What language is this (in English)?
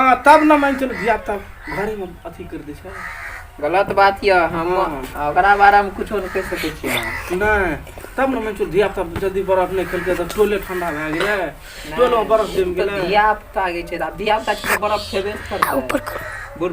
Maithili